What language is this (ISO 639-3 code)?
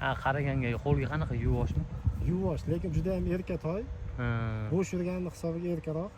uzb